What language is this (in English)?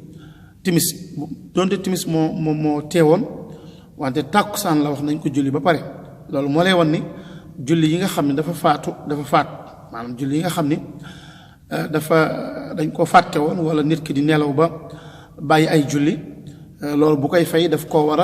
Wolof